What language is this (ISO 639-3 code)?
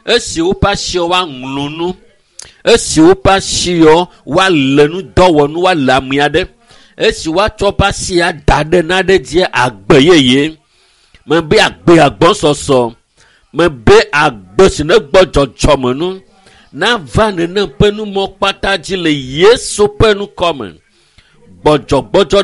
ewe